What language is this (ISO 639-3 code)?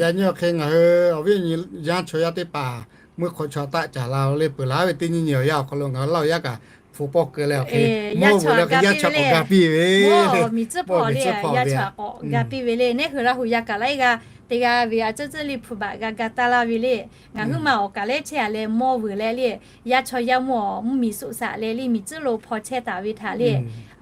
lhu